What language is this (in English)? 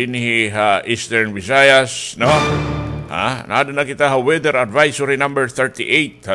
Waray